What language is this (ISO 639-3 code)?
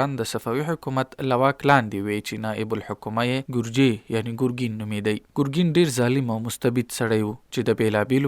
pus